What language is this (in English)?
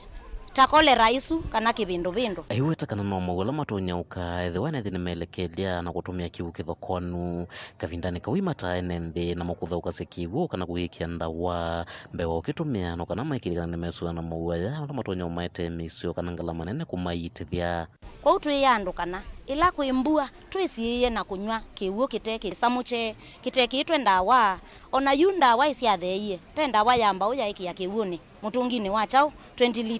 Kamba